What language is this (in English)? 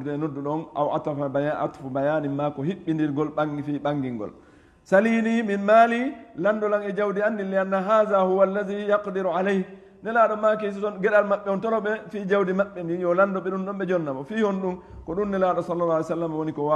Fula